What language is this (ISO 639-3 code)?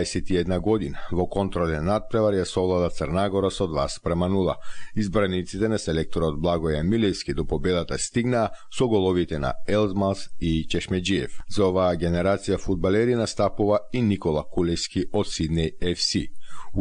mkd